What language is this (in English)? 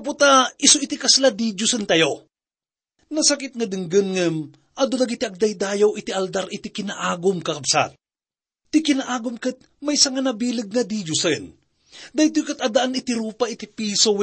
Iloko